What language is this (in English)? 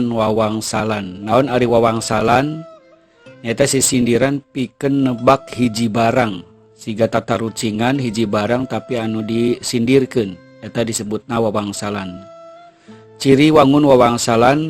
Sundanese